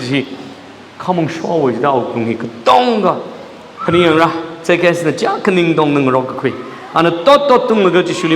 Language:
Tangkhul Naga (India)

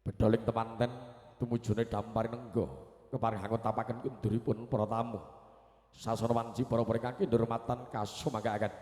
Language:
Javanese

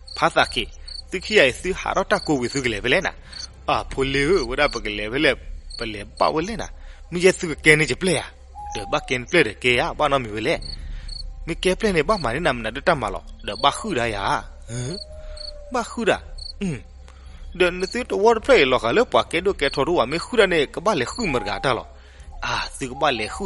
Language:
S'gaw Karen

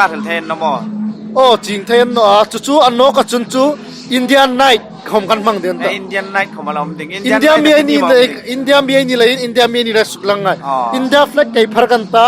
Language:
Hmar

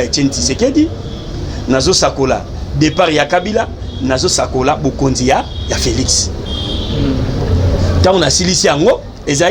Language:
Lingala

